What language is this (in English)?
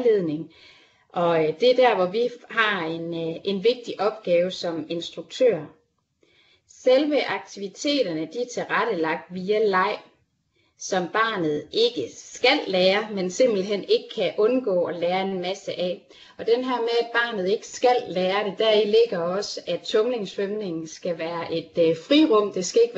Danish